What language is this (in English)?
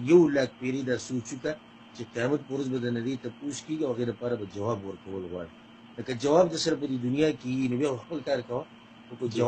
Pashto